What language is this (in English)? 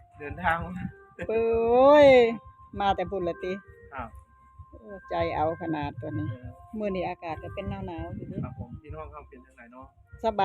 Northeastern Thai